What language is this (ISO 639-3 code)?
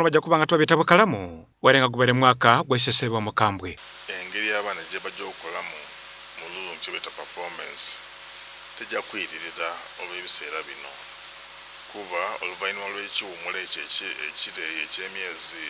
xog